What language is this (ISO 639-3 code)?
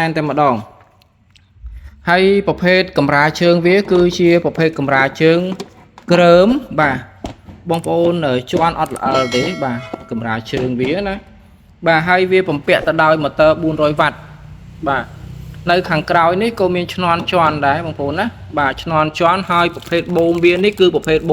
khm